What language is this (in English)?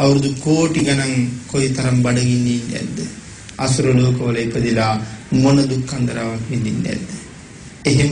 Sinhala